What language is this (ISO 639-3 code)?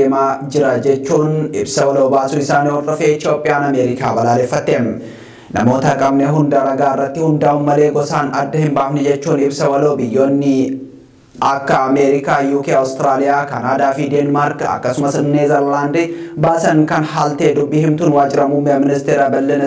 orm